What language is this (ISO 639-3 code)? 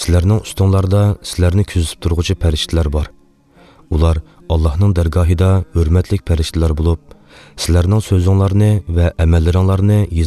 uig